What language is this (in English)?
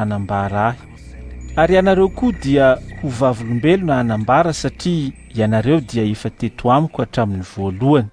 Malagasy